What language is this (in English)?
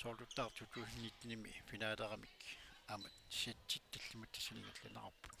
Kalaallisut